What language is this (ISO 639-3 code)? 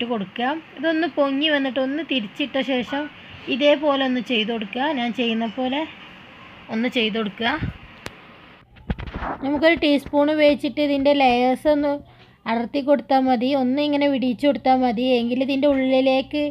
mal